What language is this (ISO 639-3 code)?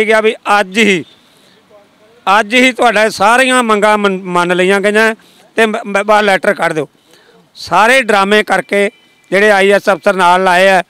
pan